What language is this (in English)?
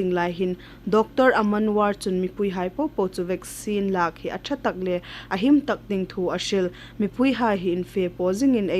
Hmar